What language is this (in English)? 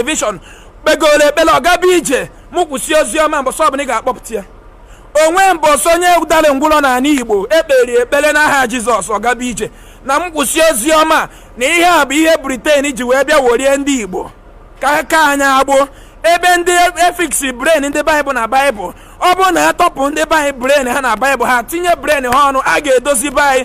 Igbo